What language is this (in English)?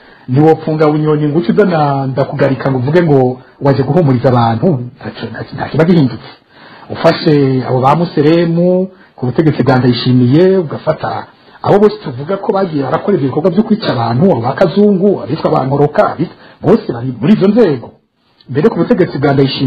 Rundi